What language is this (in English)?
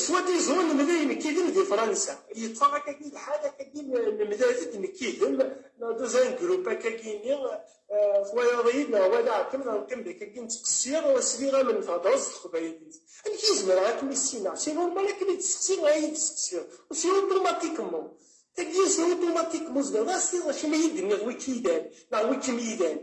Kabyle